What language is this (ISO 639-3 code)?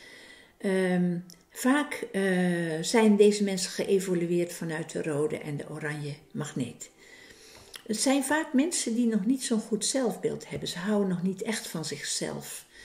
nld